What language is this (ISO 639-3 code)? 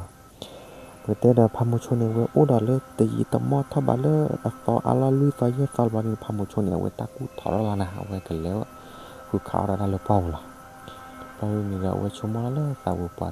ksw